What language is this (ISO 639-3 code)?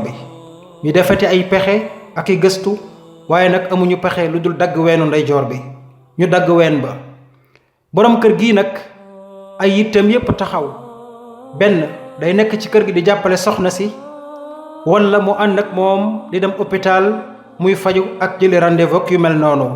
wol